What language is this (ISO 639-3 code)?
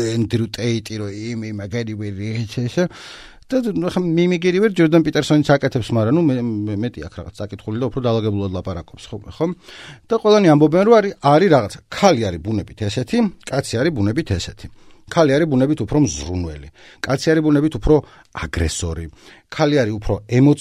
kat